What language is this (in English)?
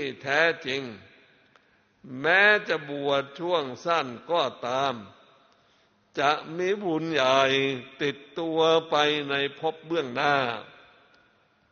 Thai